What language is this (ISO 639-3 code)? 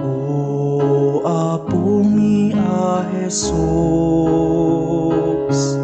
ilo